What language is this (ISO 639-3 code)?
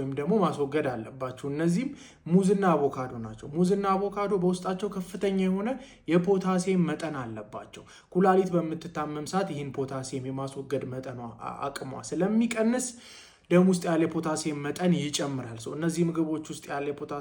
amh